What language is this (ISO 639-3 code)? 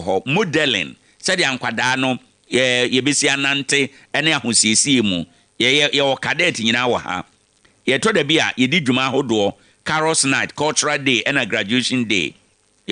aka